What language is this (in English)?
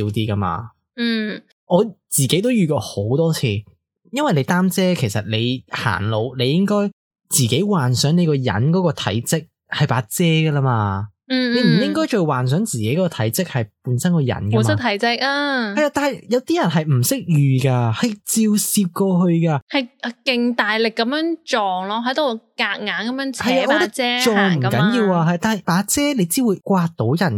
Cantonese